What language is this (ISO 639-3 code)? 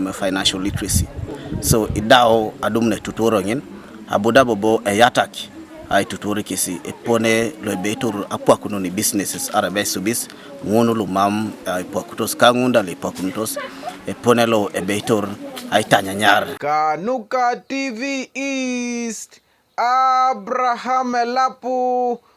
teo